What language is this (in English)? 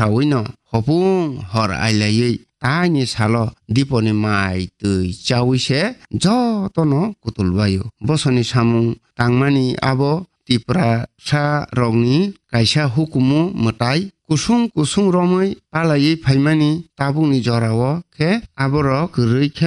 Kok Borok